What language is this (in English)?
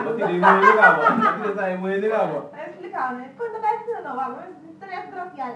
Papiamento